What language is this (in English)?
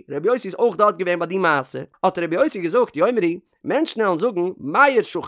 Yiddish